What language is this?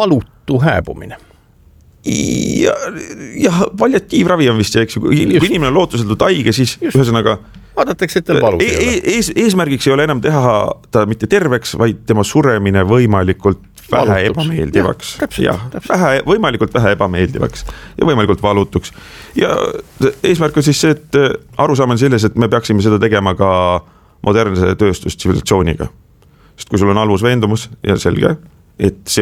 Estonian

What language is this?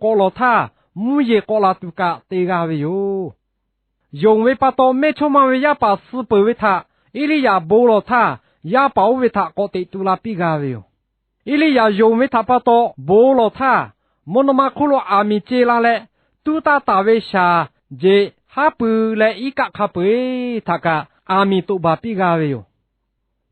Lahu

